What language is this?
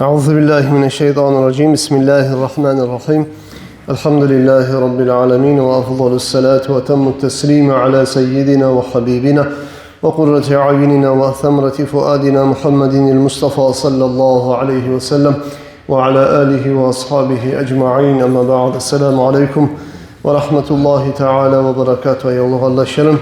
Kumyk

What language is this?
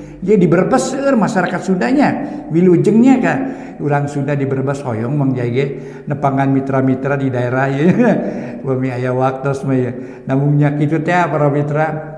Sundanese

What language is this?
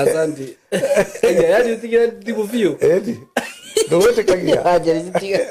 Kikuyu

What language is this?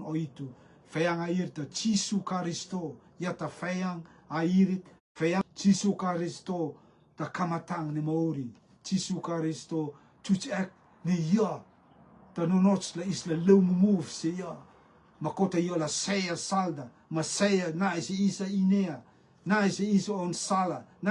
Rotuman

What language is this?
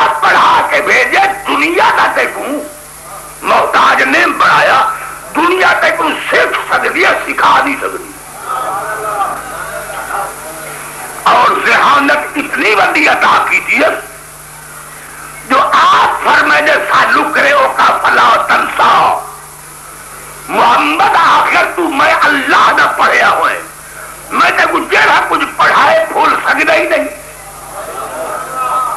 Urdu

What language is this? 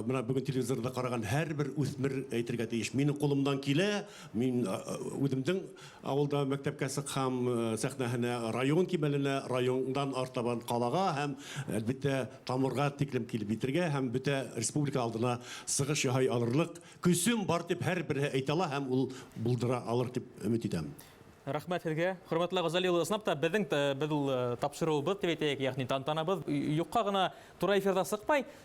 Bashkir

